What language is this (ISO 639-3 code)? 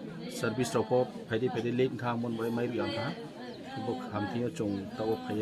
ria